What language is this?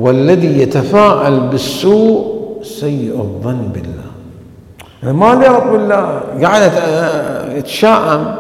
Mesopotamian Arabic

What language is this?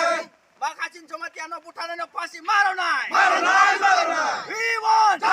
Kok Borok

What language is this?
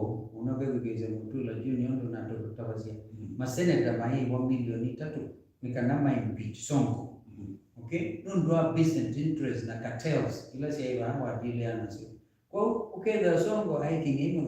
Kamba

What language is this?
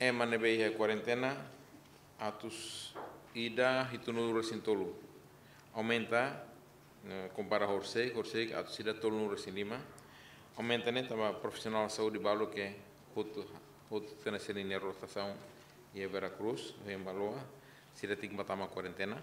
Tetum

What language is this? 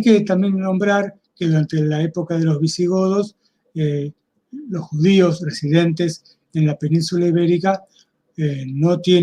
Ladino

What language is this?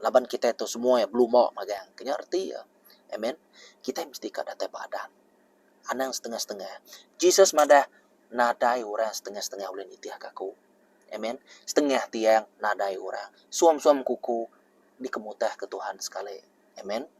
Iban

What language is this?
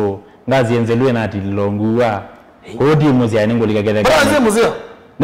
Kamba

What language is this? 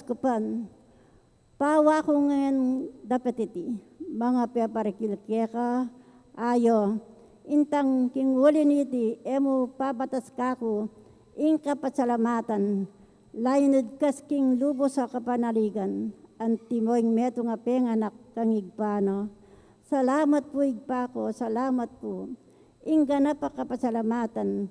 Pampanga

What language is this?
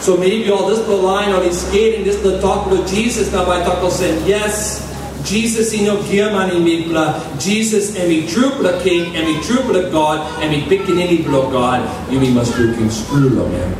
Tok Pisin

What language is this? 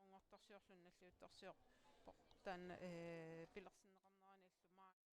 Kalaallisut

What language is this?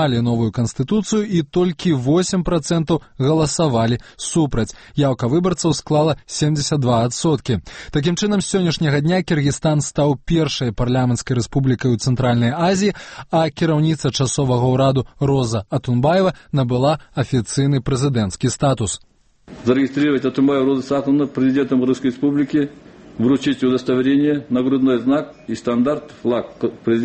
Belarusian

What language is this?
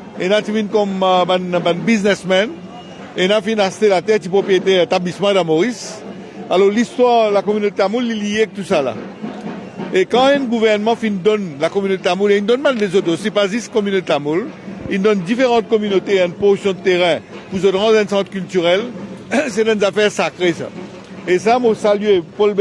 Morisyen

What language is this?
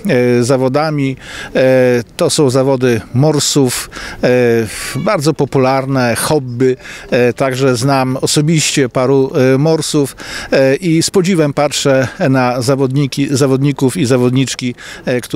Polish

